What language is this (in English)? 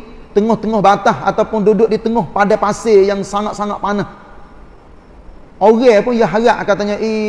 Malay